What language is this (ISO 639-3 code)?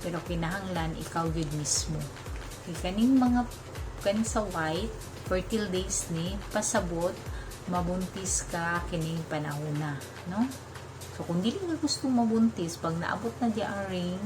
ceb